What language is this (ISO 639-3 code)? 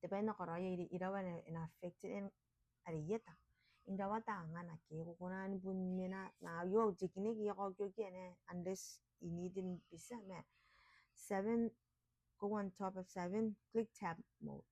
gil